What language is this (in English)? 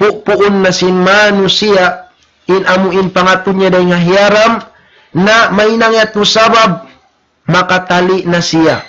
Tausug